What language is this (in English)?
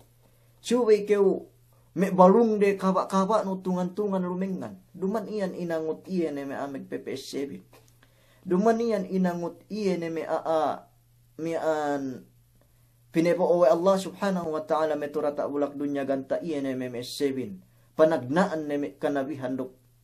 Yakan